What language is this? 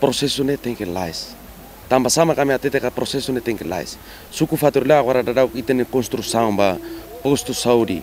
Tetum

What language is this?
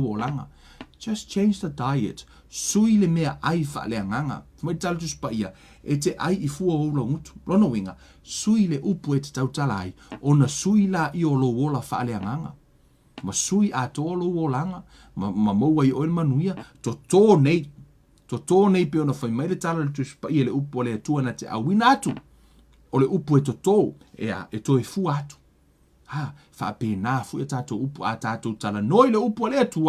Samoan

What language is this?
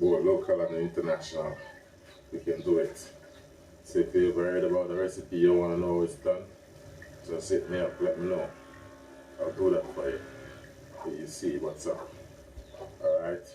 Jamaican Creole English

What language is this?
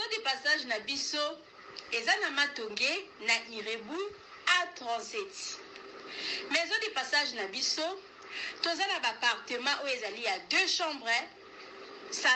Lingala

